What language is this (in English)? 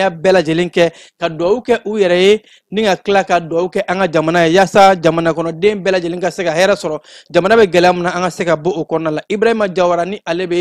Bambara